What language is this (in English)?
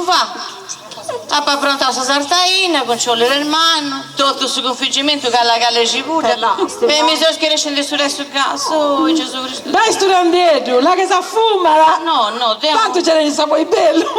Sardinian